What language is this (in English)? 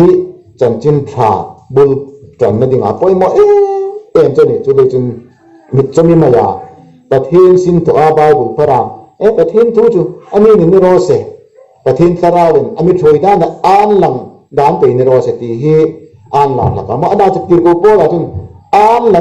Hmar